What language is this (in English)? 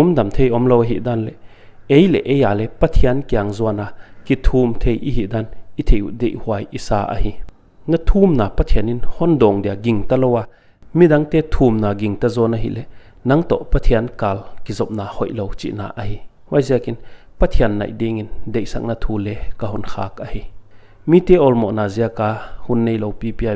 Paite Chin